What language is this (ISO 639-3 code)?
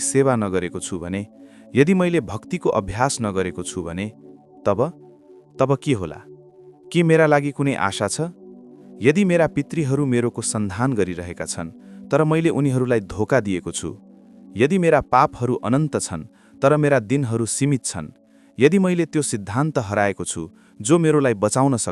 nep